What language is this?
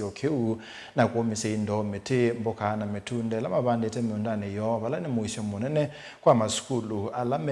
Kamba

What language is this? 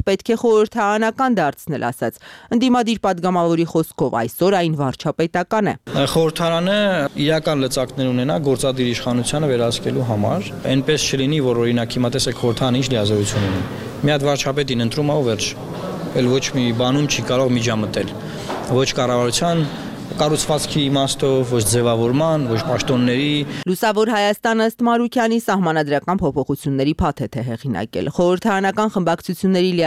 Armenian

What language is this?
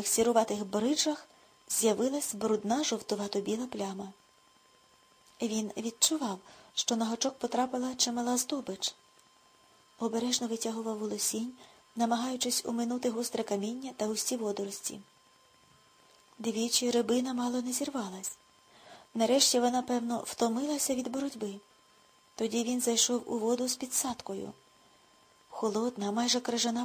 Ukrainian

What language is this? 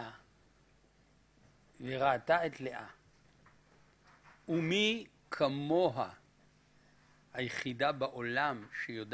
Hebrew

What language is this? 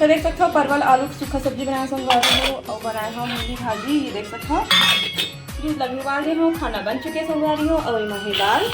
Chhattisgarhi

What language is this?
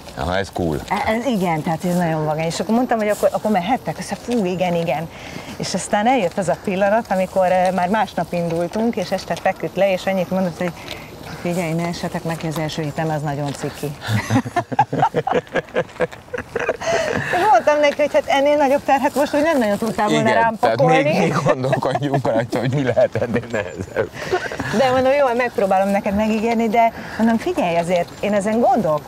Hungarian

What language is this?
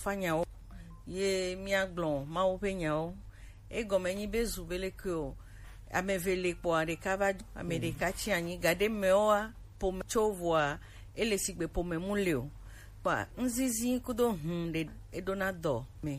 Gen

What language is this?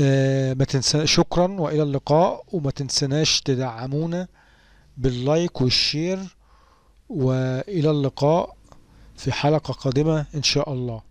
Egyptian Arabic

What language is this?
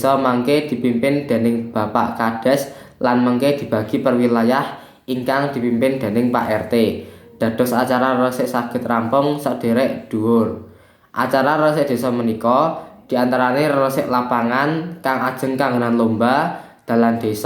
Javanese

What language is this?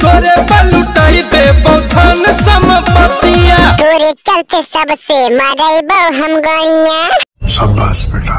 Magahi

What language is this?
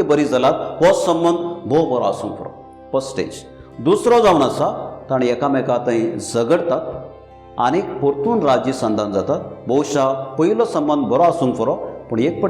Konkani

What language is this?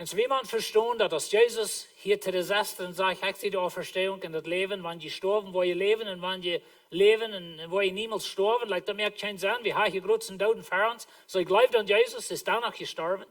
Plautdietsch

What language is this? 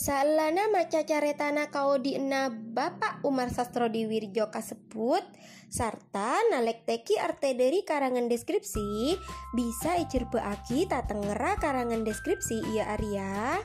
Madurese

